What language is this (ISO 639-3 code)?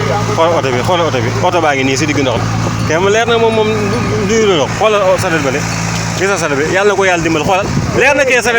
wol